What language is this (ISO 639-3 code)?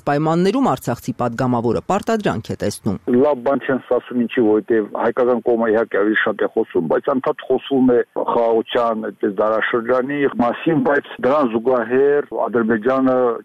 hye